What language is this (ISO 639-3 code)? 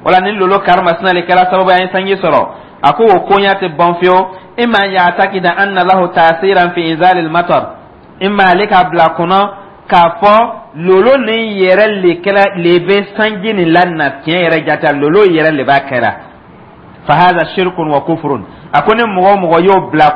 dyu